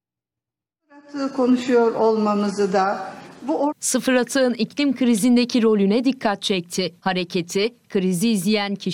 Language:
Turkish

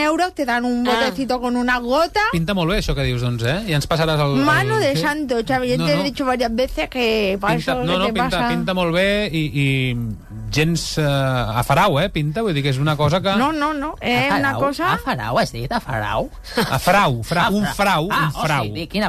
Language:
Catalan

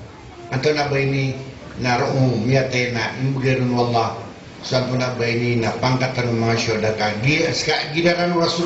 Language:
Maranao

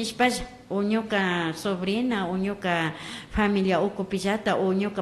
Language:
Imbabura Highland Quichua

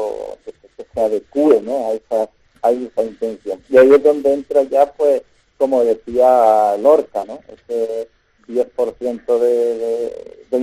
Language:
Spanish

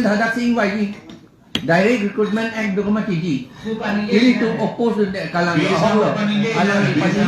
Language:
Karbi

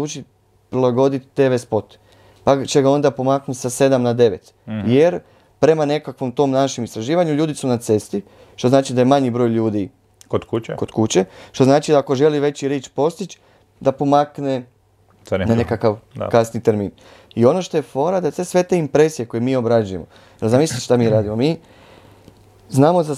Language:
Croatian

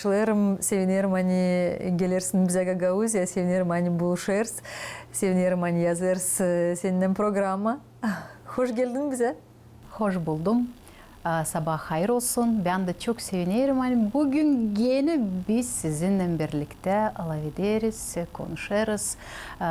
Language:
Gagauz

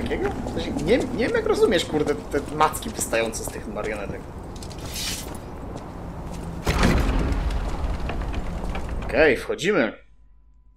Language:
Polish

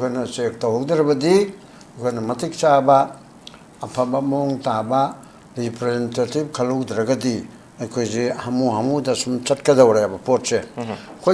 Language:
Manipuri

